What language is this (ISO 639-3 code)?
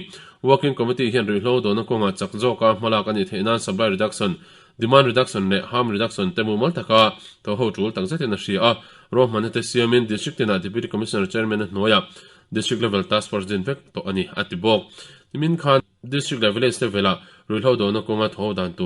lus